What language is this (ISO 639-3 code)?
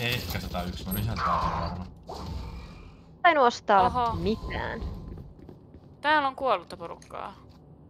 fin